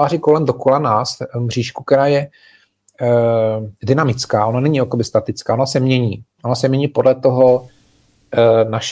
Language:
Czech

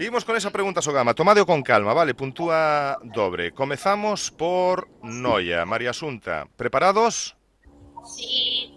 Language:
Galician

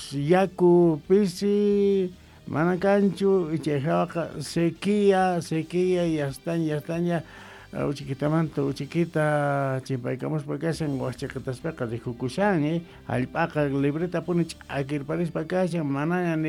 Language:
Quechua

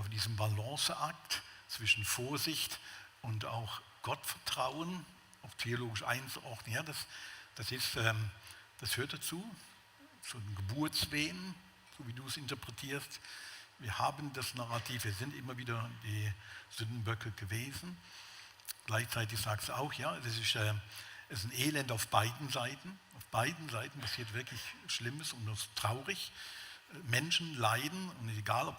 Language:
Swiss German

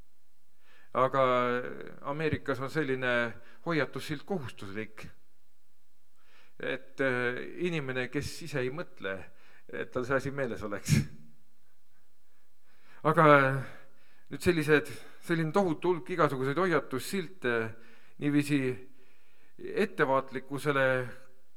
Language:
Estonian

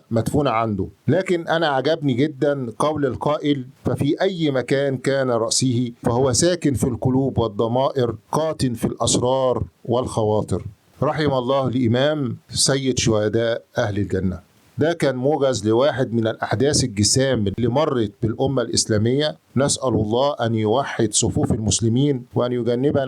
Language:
Egyptian Arabic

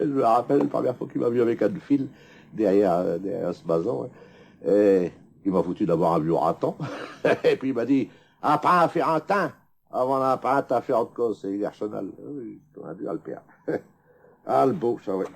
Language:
Picard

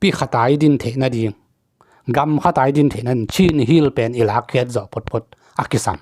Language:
Tedim Chin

